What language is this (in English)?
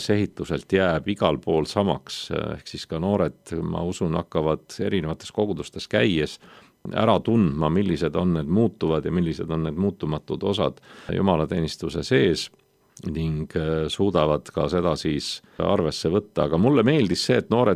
Estonian